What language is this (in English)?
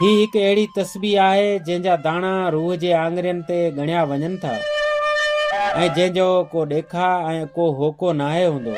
Sindhi